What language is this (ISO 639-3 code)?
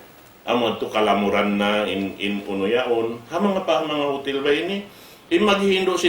tsg